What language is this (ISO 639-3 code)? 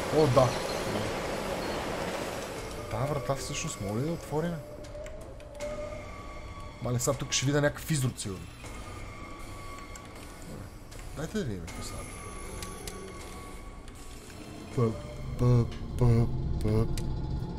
bul